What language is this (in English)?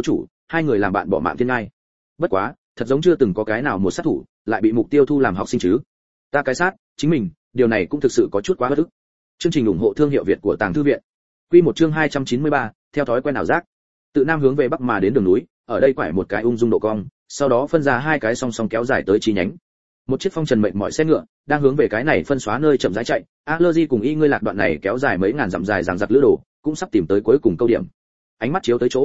Vietnamese